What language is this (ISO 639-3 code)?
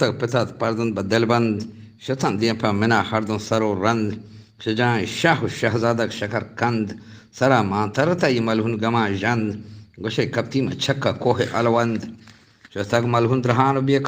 bgp